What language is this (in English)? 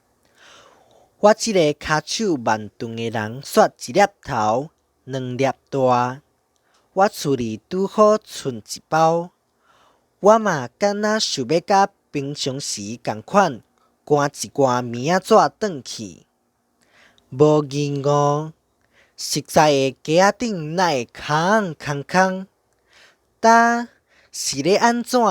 Min Nan Chinese